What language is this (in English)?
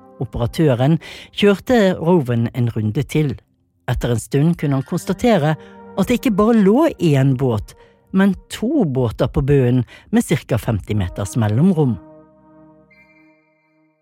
Norwegian